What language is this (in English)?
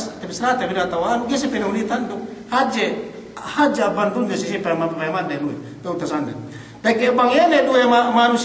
Yakan